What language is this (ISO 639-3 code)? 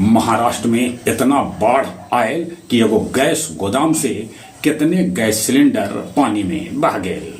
mag